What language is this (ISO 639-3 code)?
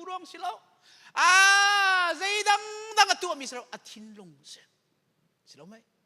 cnh